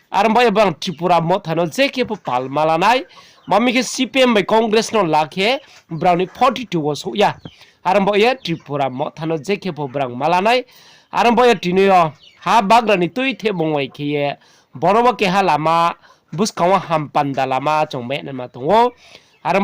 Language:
Riang (India)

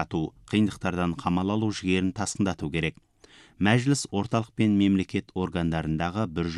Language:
Kazakh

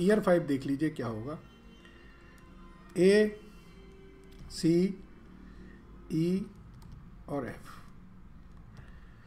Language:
Hindi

